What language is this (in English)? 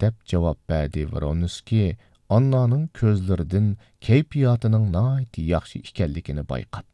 Uyghur